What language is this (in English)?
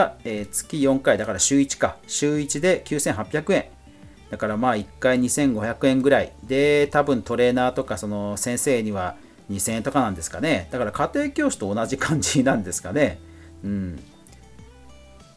Japanese